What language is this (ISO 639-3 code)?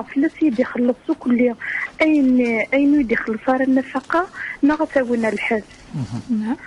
kab